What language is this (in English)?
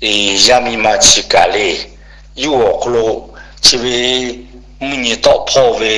Lahu